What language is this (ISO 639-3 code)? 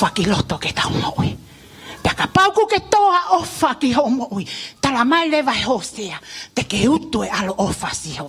ton